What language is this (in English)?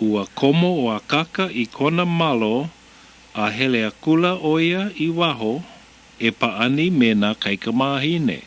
Hawaiian